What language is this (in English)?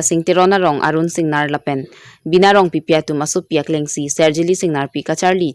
Karbi